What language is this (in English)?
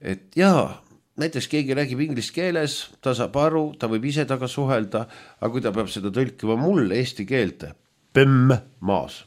Estonian